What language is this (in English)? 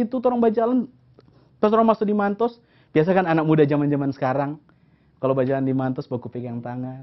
Manado Malay